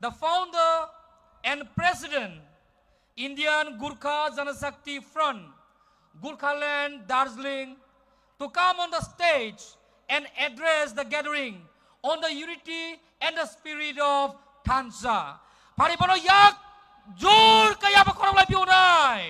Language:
Kok Borok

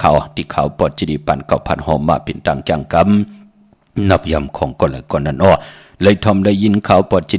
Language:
Shan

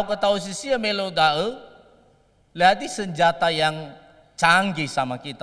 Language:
Nias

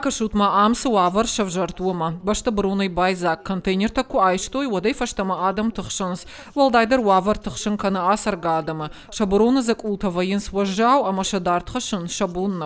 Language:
Ossetic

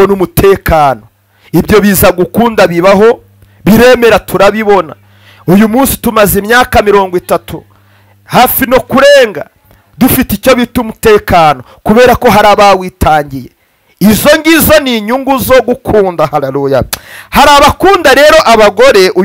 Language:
Kinyarwanda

